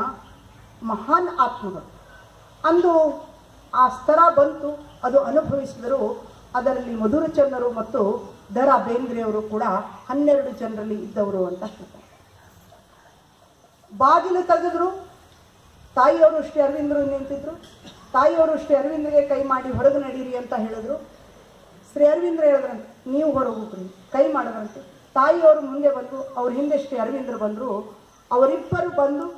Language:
Kannada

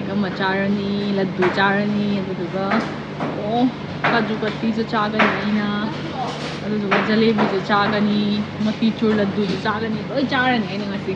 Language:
Manipuri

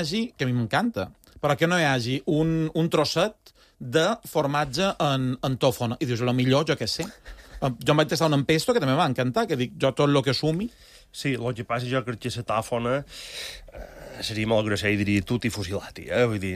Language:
Catalan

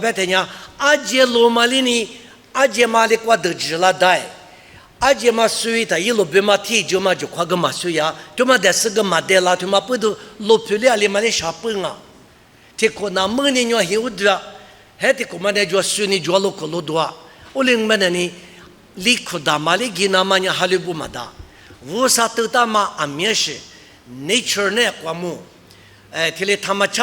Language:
Lisu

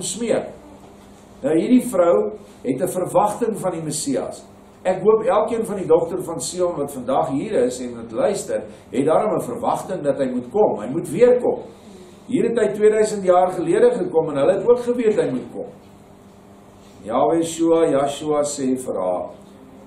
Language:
Afrikaans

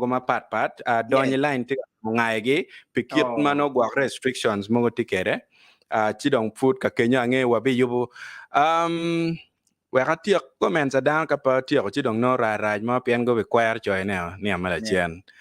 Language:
Acoli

